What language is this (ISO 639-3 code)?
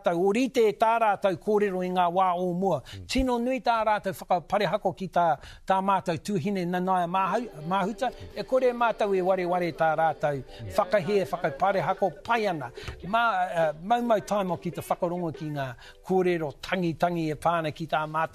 mri